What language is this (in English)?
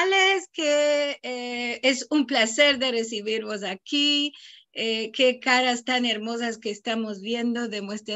Ladino